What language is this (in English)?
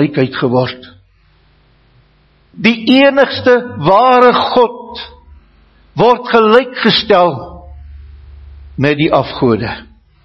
Afrikaans